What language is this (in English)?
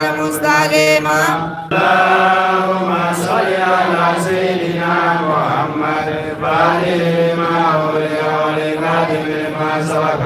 Bambara